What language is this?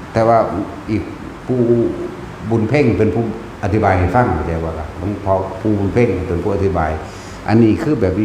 Lao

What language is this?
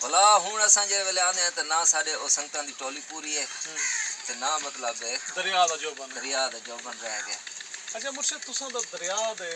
Saraiki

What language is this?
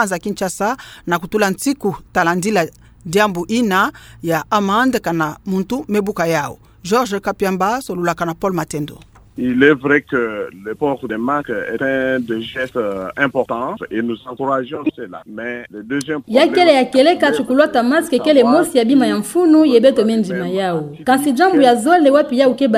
Kituba (Democratic Republic of Congo)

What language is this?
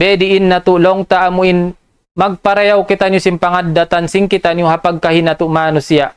Tausug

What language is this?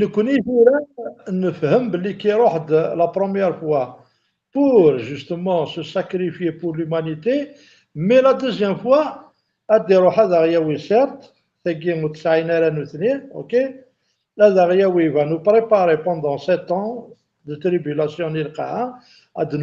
Kabyle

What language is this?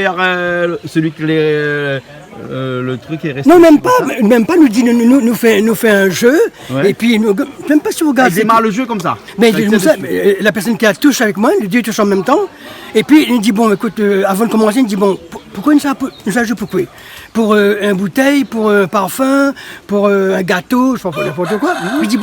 Réunion Creole French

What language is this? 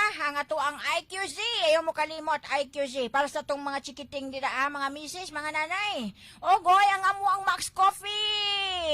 Cebuano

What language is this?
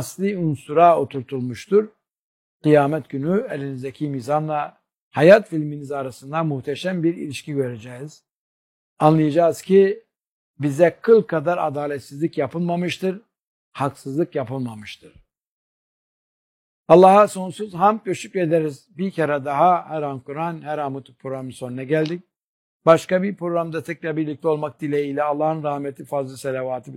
Turkish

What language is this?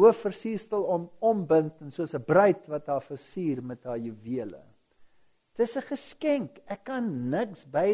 Afrikaans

